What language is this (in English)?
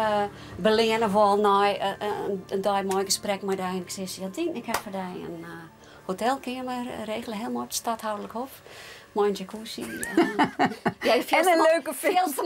Western Frisian